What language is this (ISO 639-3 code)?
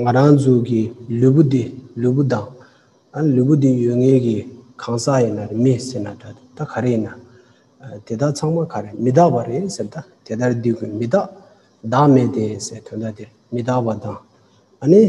bod